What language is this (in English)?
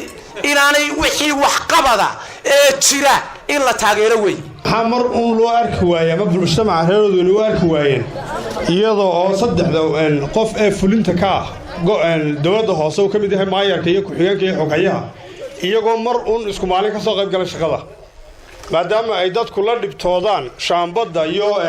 Somali